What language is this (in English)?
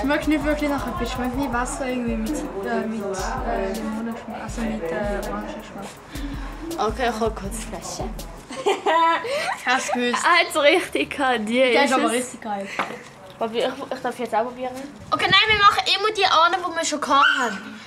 Swiss German